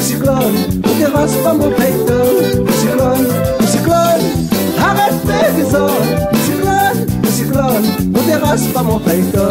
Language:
Réunion Creole French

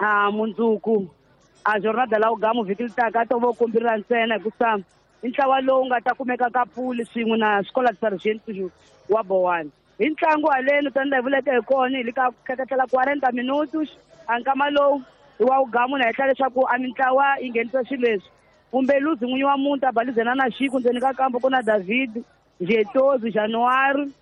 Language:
Tsonga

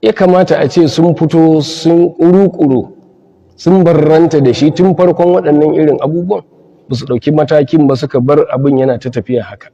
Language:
Hausa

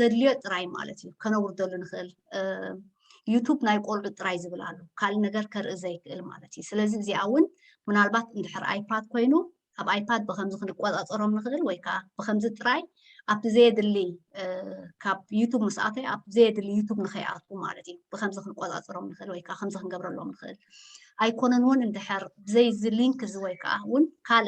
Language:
Tigrinya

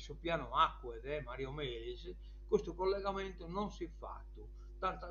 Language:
Sardinian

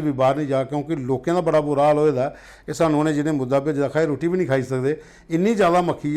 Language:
Dogri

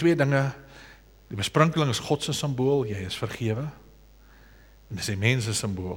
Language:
Afrikaans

